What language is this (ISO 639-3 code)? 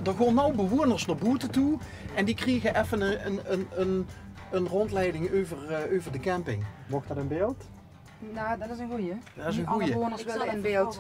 lim